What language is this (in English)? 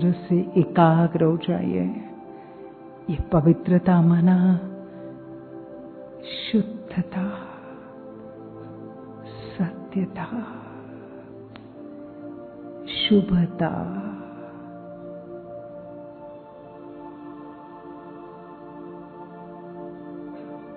Hindi